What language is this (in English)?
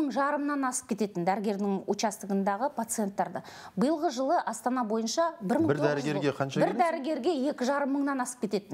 Kazakh